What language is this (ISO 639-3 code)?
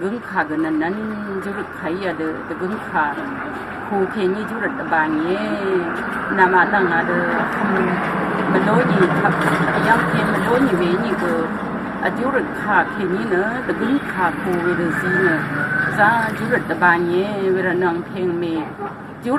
raw